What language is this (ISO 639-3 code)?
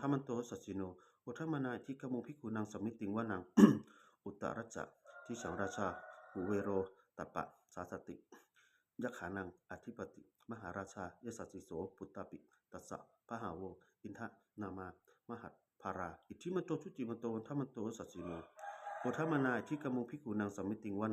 pli